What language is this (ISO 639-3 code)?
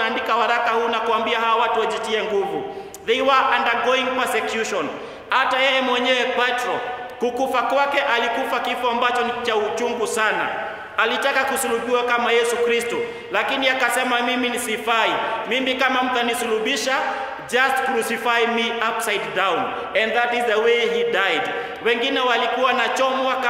swa